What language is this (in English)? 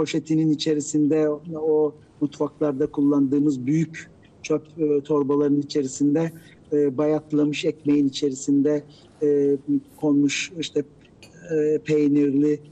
Turkish